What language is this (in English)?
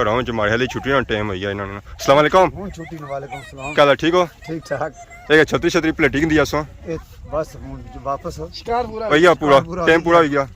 Pahari-Potwari